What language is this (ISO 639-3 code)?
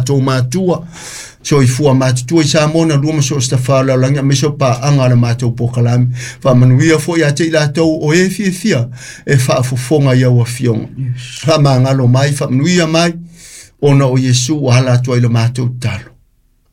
smo